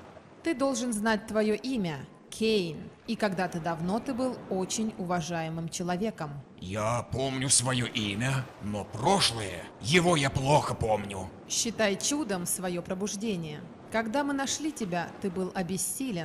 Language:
Russian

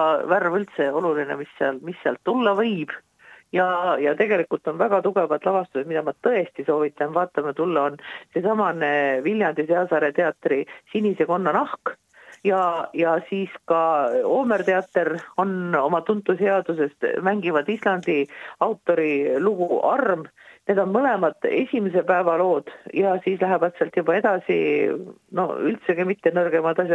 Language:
Estonian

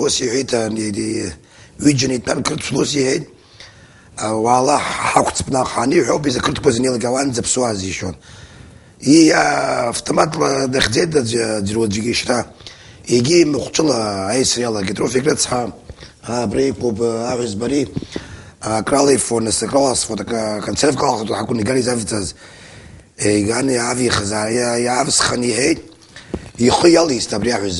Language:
Abkhazian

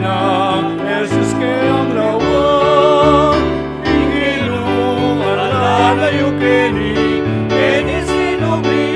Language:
Pampanga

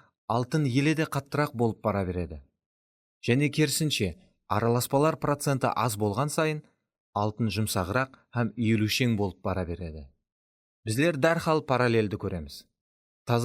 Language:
Kara-Kalpak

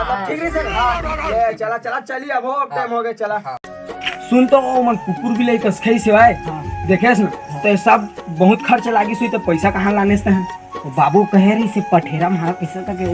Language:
Chhattisgarhi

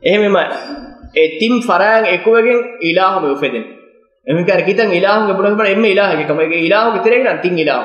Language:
Divehi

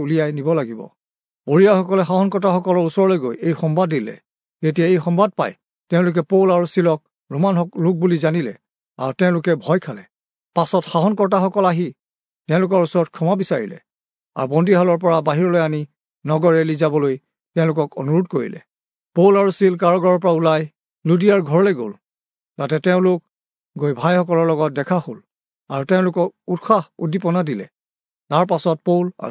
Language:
Assamese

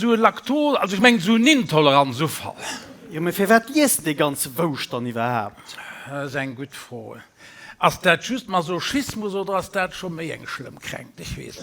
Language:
Luxembourgish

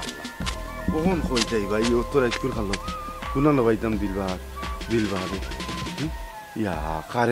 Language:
Sylheti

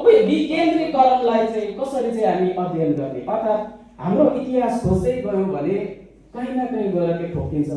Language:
Nepali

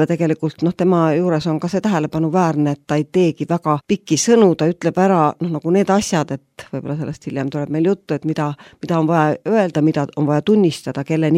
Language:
Estonian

